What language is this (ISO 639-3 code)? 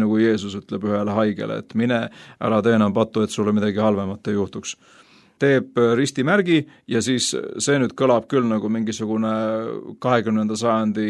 est